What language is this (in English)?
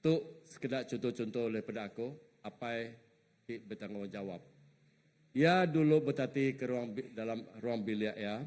Iban